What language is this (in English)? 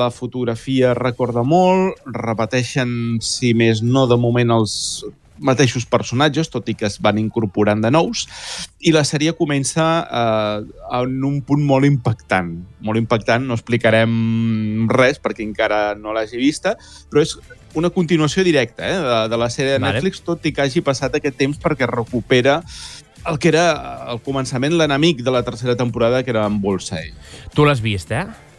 Catalan